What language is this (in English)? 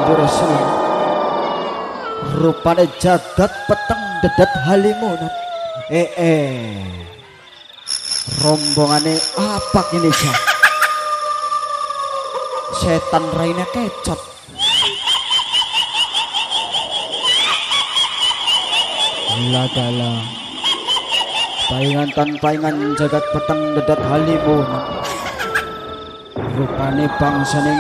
Javanese